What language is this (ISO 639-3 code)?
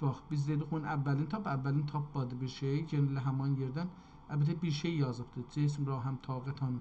azb